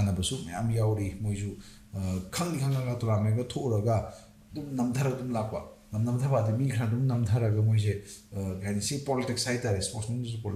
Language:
Manipuri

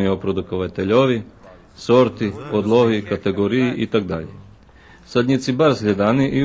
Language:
Rusyn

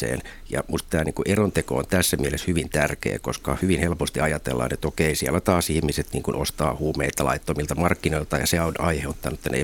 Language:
Finnish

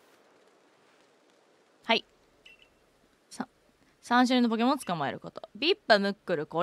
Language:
Japanese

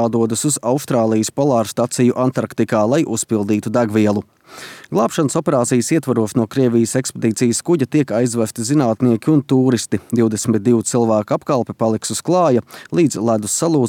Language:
Latvian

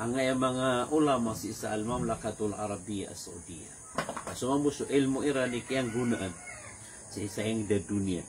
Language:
Maranao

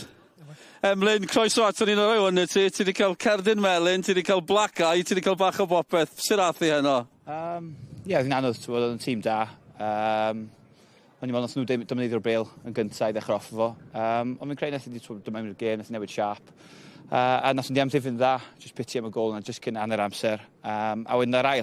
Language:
Welsh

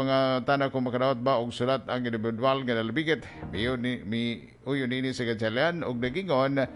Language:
Cebuano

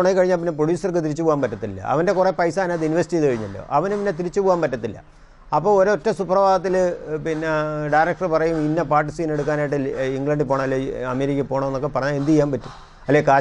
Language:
Malayalam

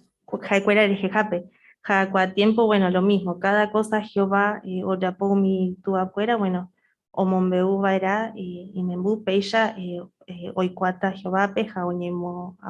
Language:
Guarani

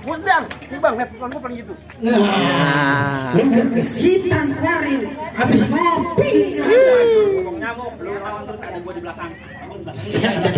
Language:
Betawi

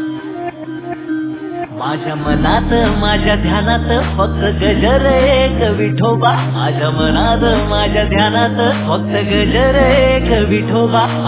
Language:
Marathi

